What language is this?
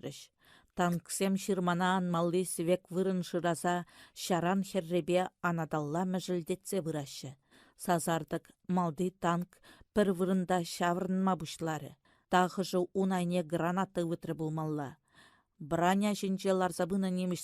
Chuvash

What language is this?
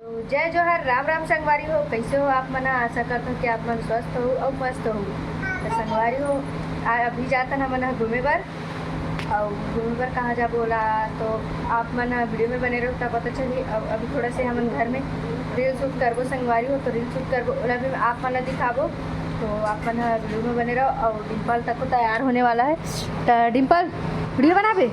Chhattisgarhi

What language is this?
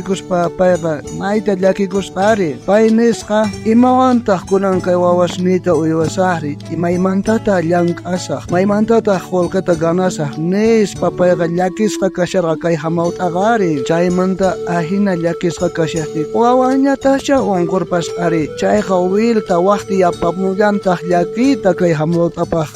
South Bolivian Quechua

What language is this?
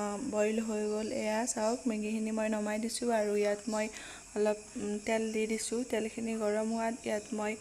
Assamese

